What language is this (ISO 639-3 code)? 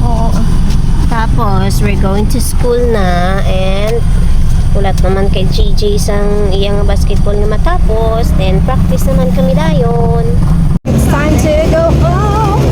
hil